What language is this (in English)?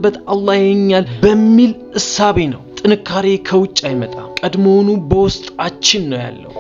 Amharic